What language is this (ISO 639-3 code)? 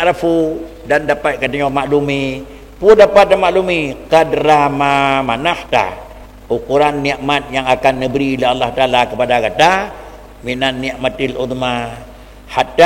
ace